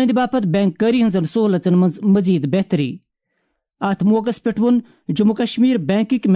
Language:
Kashmiri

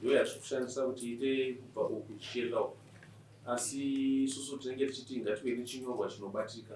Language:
Shona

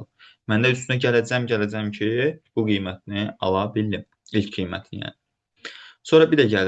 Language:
Azerbaijani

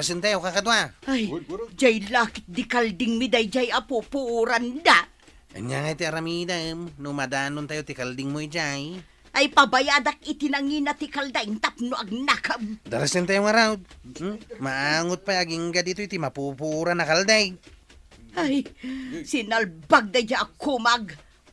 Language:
Iloko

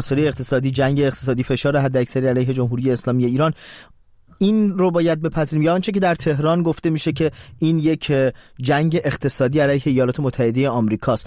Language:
Persian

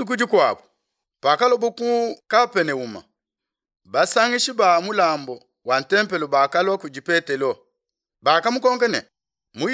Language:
Luba-Lulua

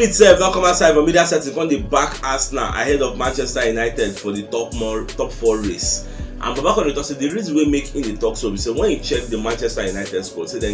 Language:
Nigerian Pidgin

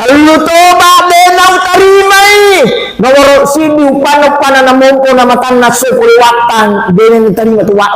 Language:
Buginese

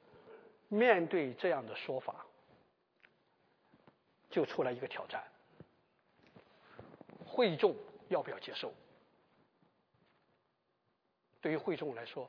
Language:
Chinese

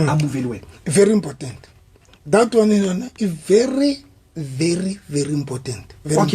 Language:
Southern Sotho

